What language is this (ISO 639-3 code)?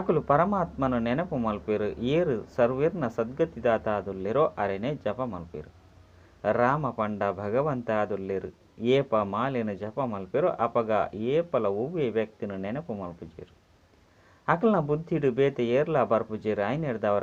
tcy